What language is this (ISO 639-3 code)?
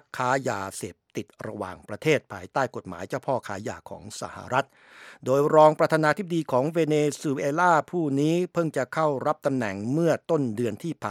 tha